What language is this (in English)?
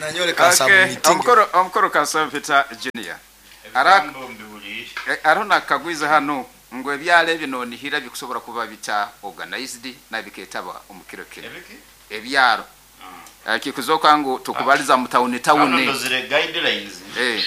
Nyoro